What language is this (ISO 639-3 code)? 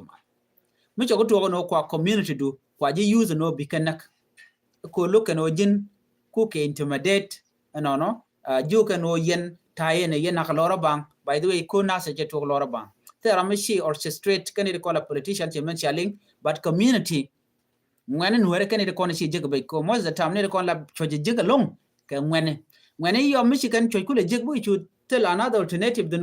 nus